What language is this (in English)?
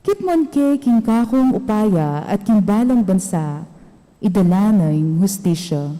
Pampanga